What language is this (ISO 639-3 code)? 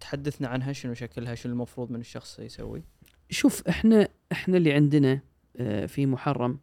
afb